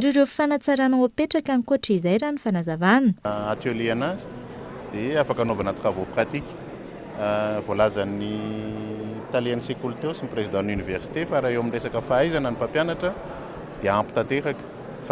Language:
Malagasy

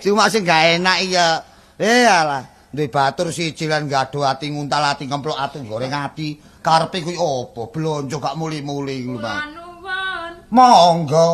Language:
Javanese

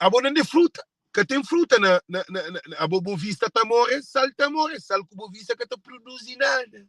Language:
Kabuverdianu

